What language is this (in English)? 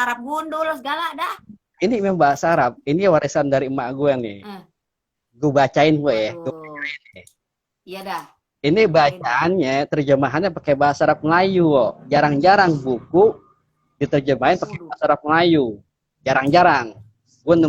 Betawi